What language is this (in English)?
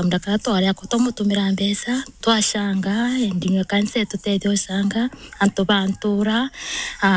Meru